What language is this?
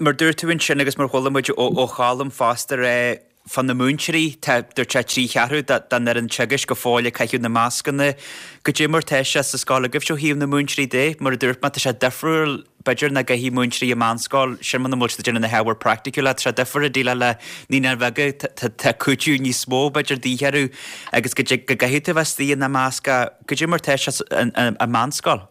Irish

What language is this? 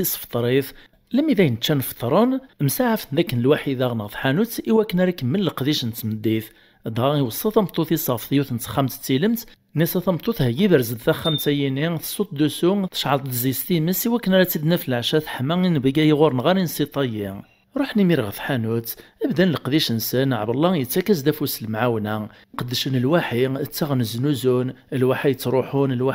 Kabyle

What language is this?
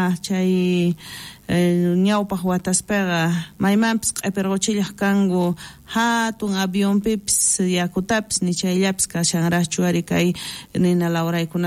South Bolivian Quechua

